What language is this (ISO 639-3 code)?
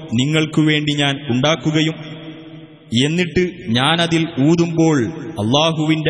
mal